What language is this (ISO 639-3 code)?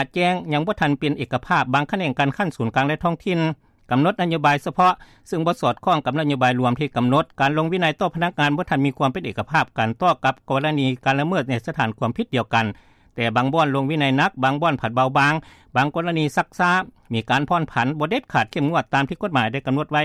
lao